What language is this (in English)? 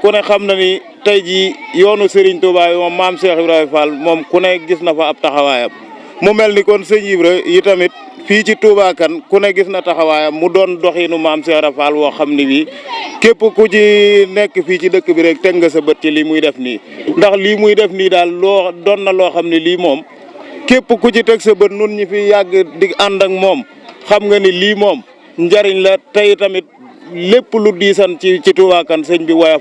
Wolof